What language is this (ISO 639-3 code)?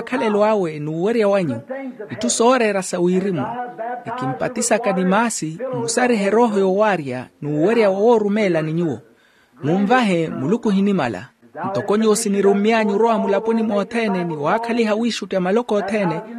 vmw